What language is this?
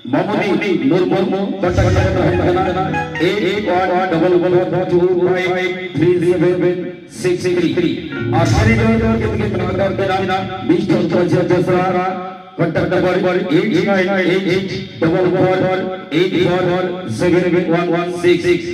Santali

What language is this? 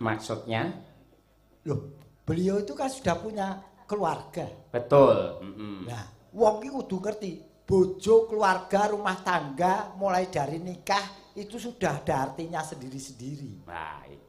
Javanese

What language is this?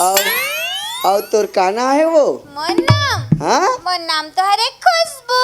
Chhattisgarhi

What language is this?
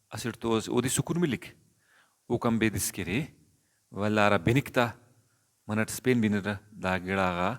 Brahui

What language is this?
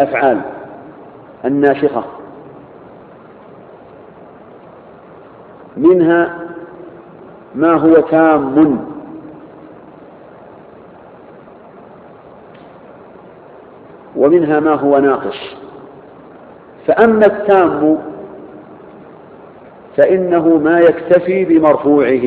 Arabic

